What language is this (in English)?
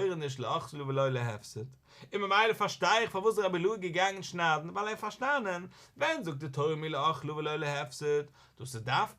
Yiddish